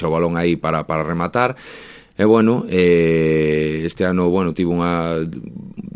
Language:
Galician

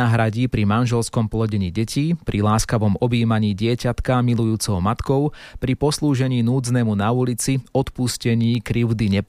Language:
Slovak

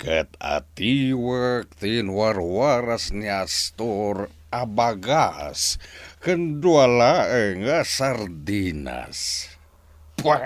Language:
Iloko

